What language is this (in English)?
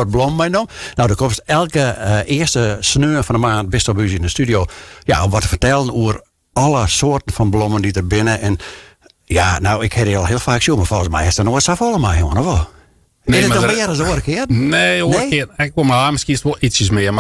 Western Frisian